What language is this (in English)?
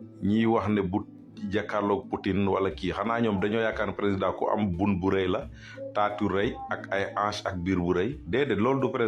Wolof